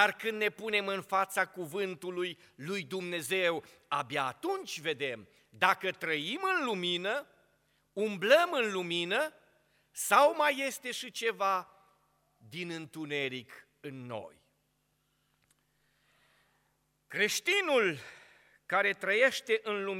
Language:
Romanian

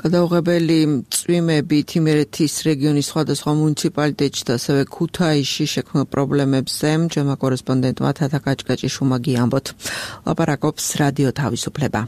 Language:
Georgian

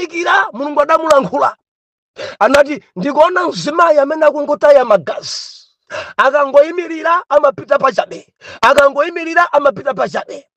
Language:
Nyanja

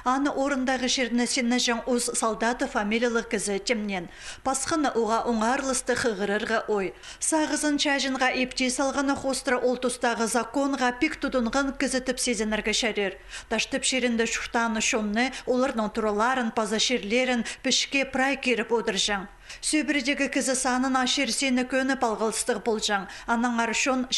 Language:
Khakas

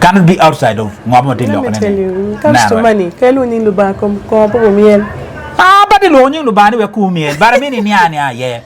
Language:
Acoli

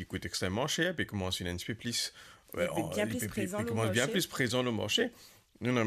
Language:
Morisyen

